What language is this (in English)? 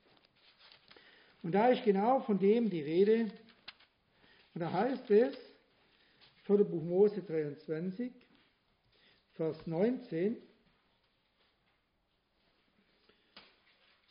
German